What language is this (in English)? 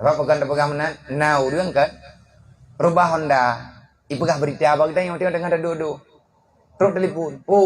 Achinese